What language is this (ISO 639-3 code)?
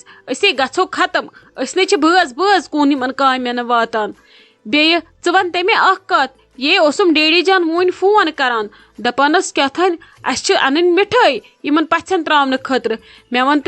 kas